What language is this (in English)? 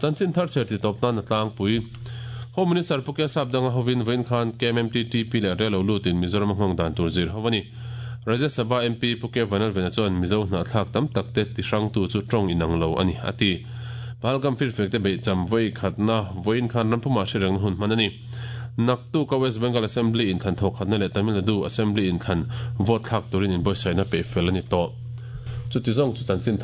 Mizo